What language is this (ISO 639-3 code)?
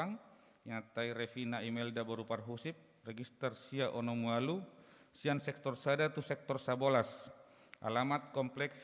bbc